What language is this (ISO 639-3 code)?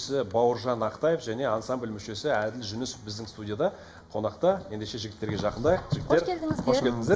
kaz